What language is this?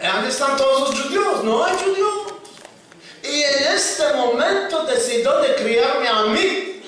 Ladino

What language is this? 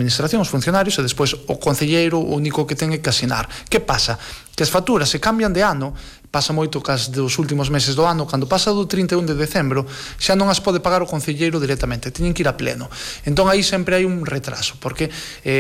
Galician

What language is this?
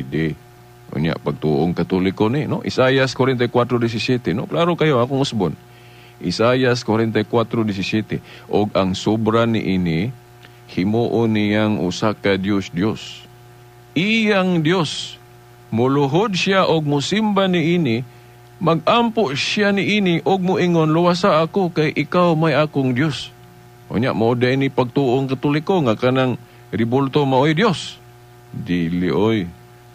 Cebuano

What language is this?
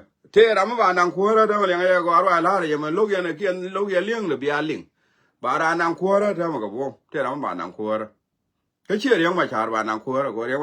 Nuer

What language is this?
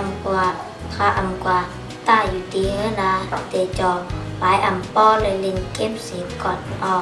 Shan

